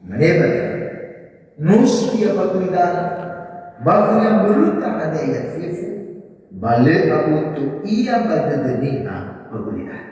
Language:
Nias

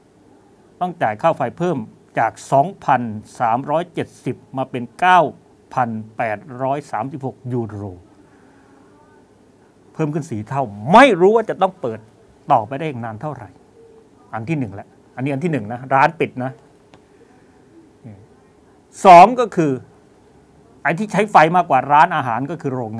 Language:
Thai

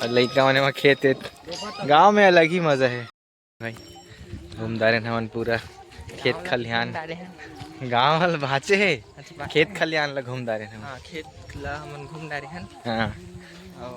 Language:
Chhattisgarhi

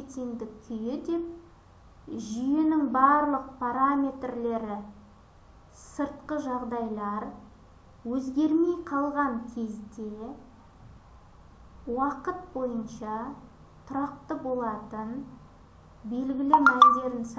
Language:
Kazakh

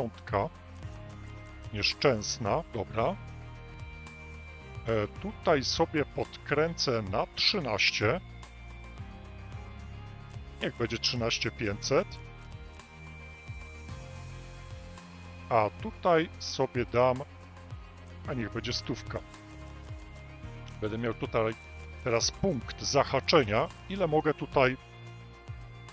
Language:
Polish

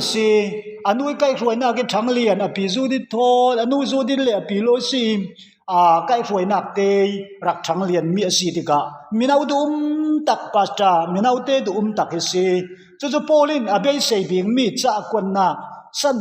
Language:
Falam Chin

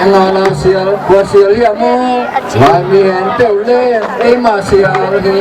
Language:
Tedim Chin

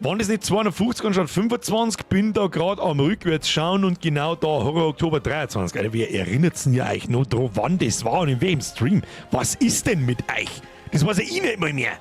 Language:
Bavarian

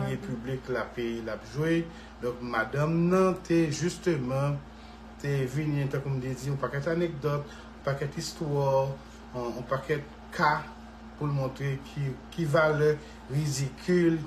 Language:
Haitian Creole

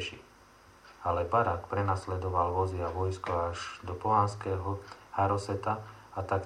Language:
Slovak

